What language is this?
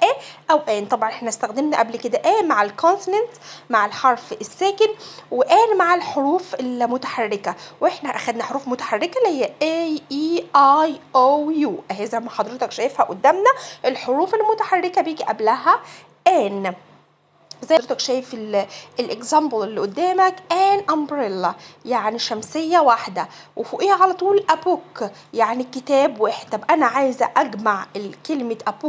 Egyptian Arabic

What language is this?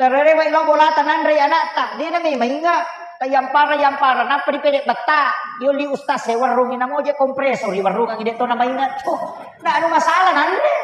Buginese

